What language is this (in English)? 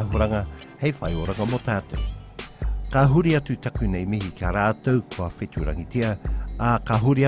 Māori